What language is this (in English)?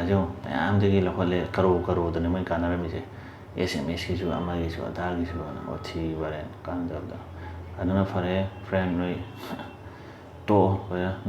Manipuri